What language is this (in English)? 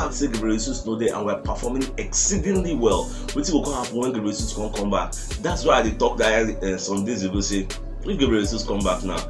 Nigerian Pidgin